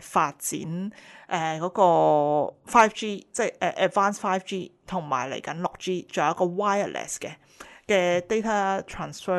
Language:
Cantonese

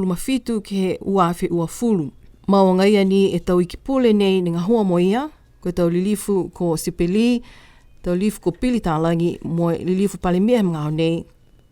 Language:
Niuean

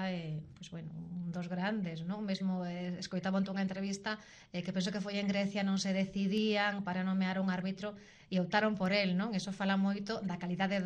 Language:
Galician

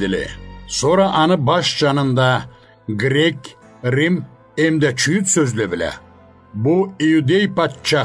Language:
Karachay-Balkar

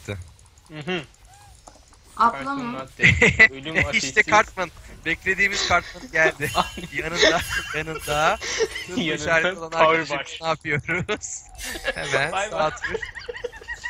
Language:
Turkish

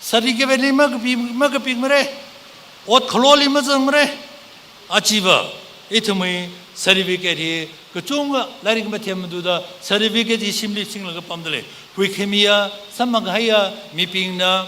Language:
Tangkhul Naga (India)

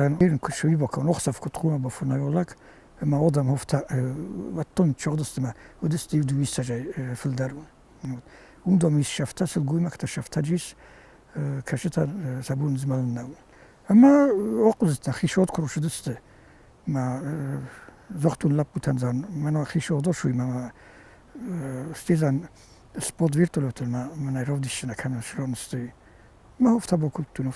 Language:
Ossetic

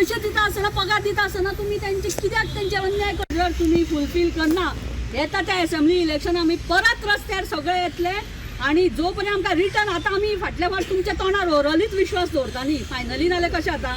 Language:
Konkani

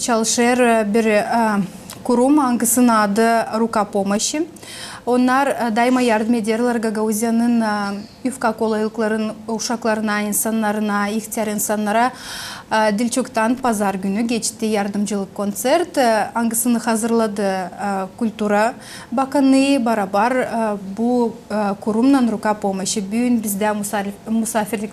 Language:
Gagauz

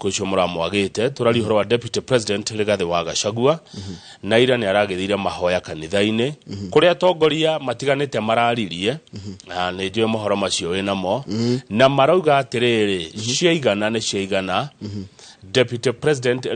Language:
Kikuyu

